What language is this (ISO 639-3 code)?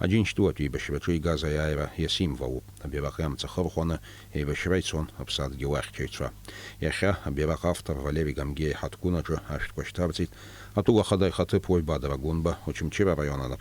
abk